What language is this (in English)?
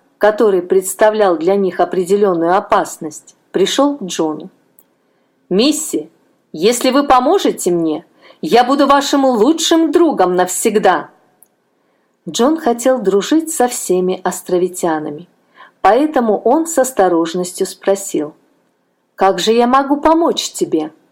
Russian